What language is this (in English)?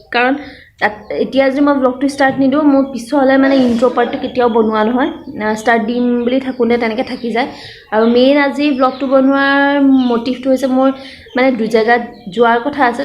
Assamese